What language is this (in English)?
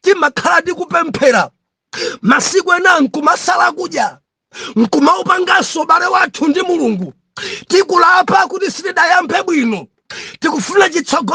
Nyanja